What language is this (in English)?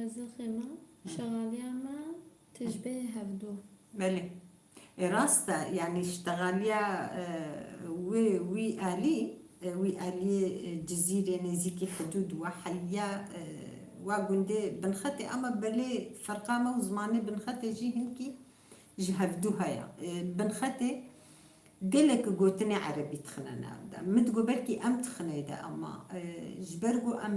Kurdish